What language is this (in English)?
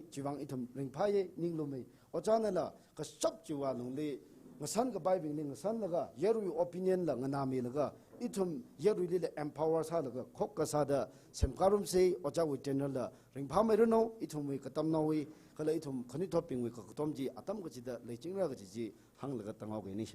Tangkhul Naga (India)